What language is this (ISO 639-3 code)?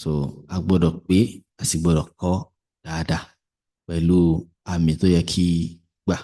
yor